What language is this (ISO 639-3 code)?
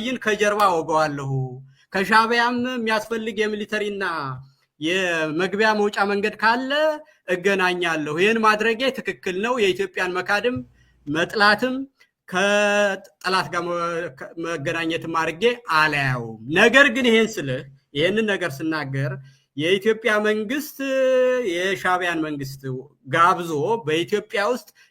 amh